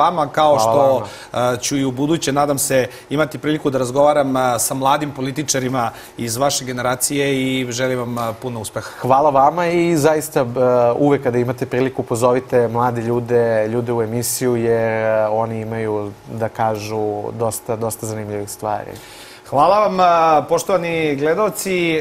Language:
Serbian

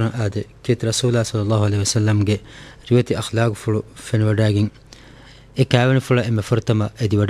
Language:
Divehi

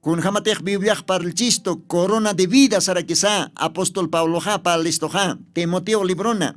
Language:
Aymara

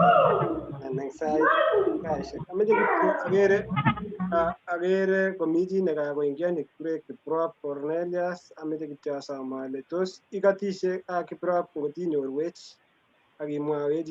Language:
Kalenjin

